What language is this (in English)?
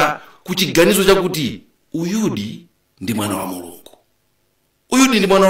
Nyanja